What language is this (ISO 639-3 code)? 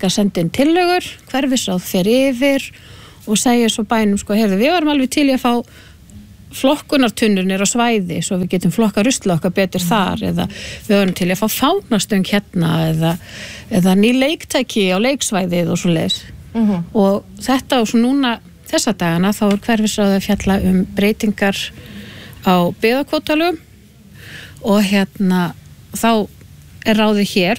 isl